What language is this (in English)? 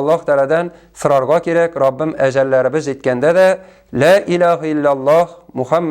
Tatar